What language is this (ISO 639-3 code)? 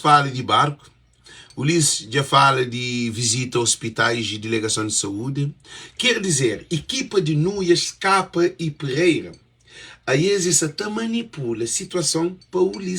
kea